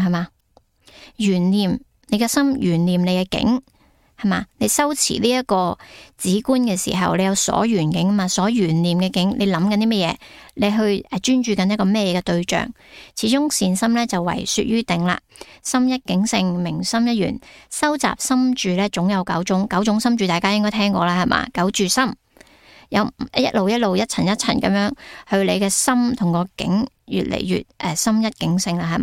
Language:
Cantonese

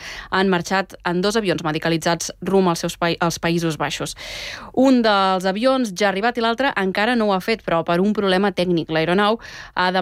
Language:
Catalan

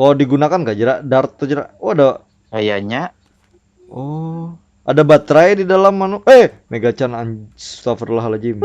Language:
Banjar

